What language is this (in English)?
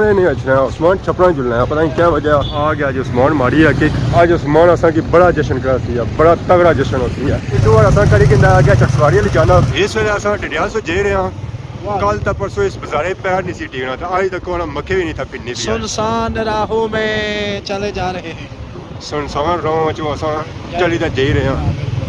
Pahari-Potwari